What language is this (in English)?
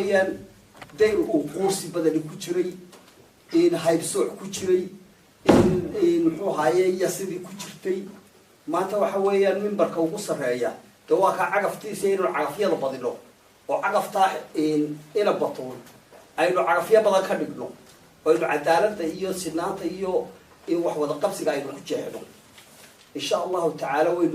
Somali